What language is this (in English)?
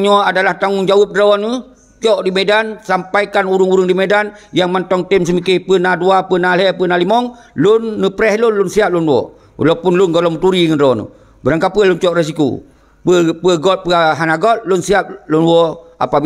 Achinese